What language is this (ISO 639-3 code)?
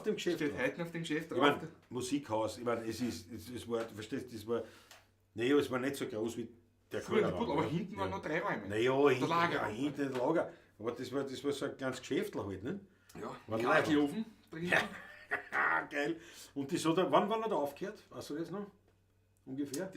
bar